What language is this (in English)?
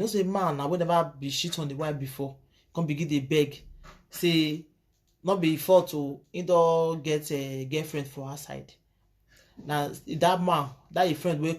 Nigerian Pidgin